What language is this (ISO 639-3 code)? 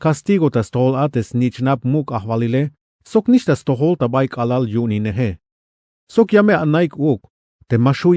tzh